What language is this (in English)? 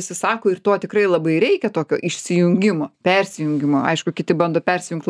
Lithuanian